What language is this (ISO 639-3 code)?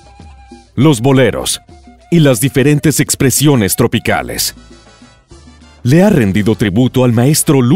spa